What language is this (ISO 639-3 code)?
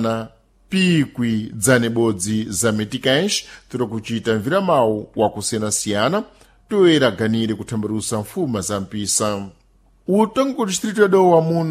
seh